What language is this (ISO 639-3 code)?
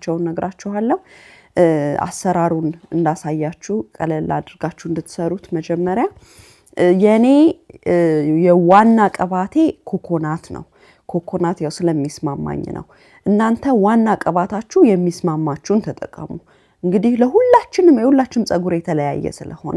amh